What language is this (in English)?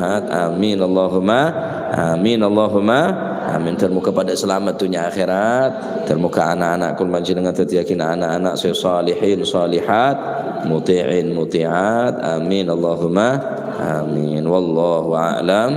Madurese